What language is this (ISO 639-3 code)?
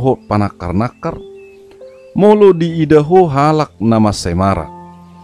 bbc